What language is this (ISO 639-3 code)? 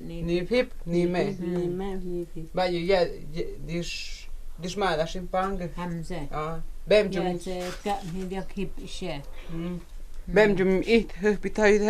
mto